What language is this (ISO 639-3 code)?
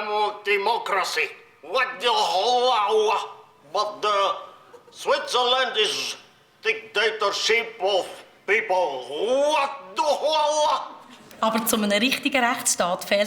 gsw